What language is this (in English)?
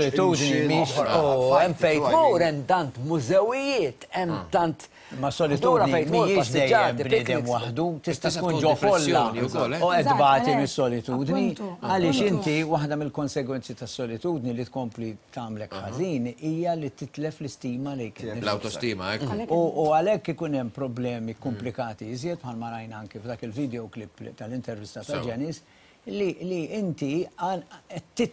Maltese